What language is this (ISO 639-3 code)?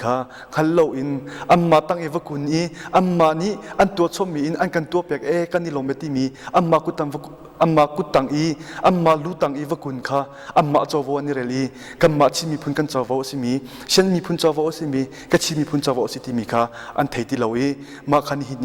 cnh